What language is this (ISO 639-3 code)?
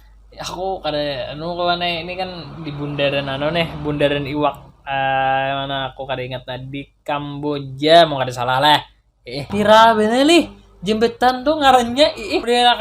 bjn